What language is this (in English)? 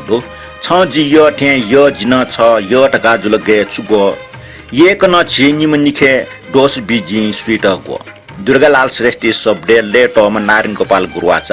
Newari